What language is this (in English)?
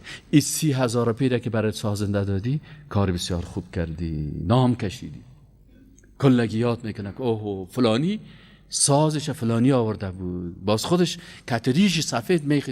Persian